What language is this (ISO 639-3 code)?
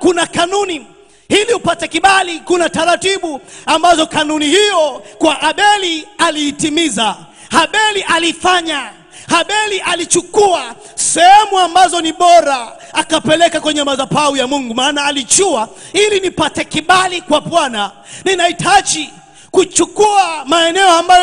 swa